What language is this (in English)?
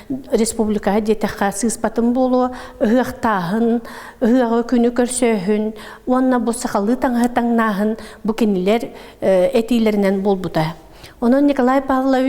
Yakut